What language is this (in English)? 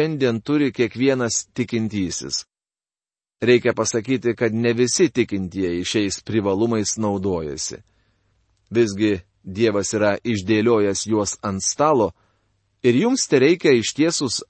Lithuanian